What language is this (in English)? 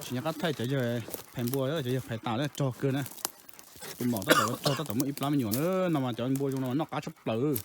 Hmong